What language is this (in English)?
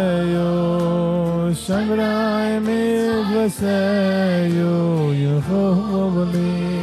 Yiddish